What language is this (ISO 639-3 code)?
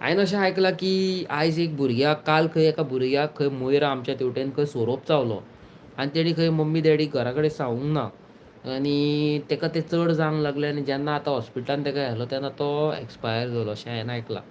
kok